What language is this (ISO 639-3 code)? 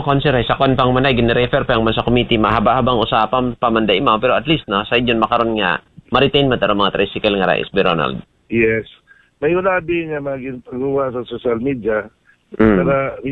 akl